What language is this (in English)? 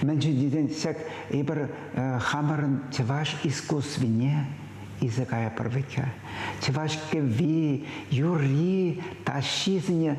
Chuvash